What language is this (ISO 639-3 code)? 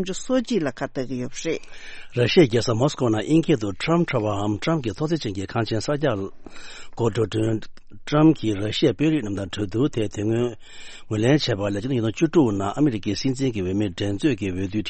bod